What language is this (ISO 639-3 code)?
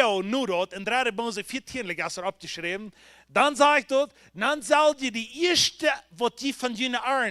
pdt